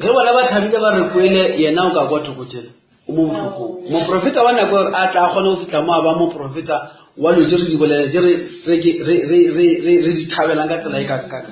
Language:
Northern Sotho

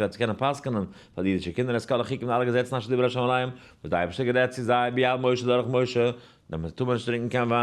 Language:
Yiddish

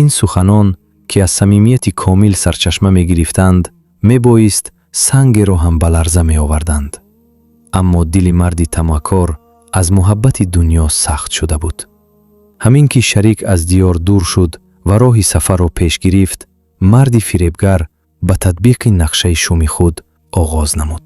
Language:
Tajik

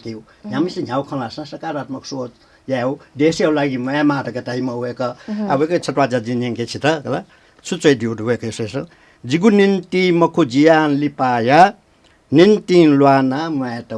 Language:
Newari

